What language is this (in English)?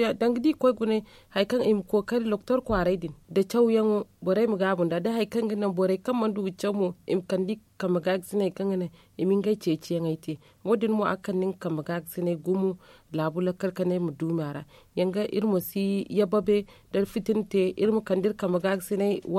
Zarma